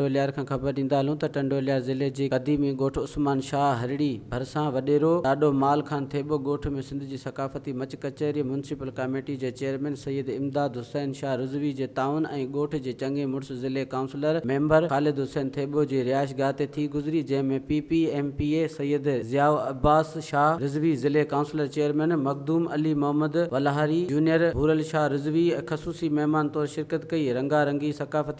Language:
Sindhi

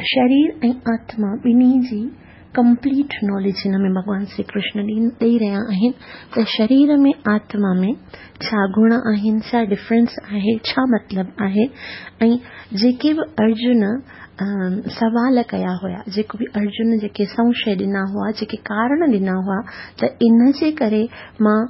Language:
Sindhi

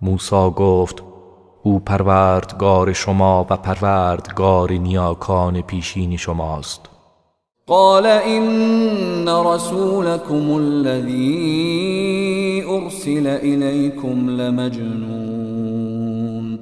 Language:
Tajik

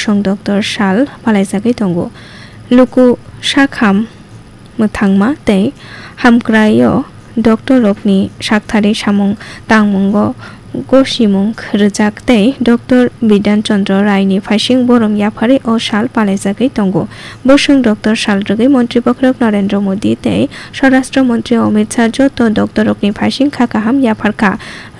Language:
Kok Borok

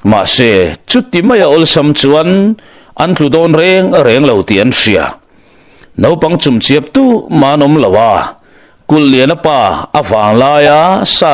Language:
Mizo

